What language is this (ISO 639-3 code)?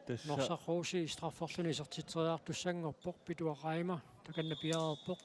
kal